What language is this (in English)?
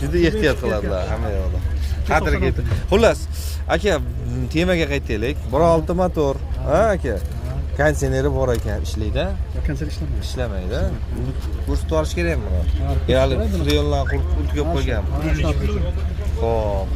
Uzbek